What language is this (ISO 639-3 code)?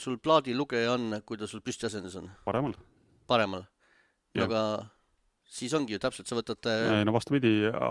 est